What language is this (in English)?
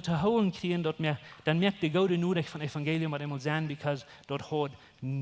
Plautdietsch